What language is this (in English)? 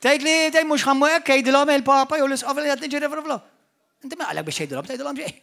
Maltese